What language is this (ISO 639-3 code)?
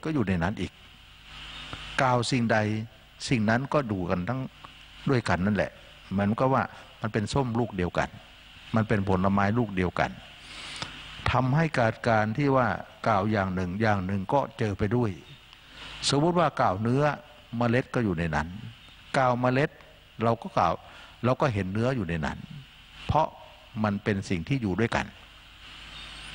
tha